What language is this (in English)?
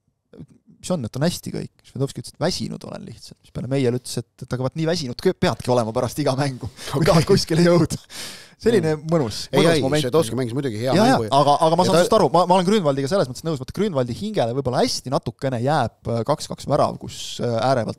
Estonian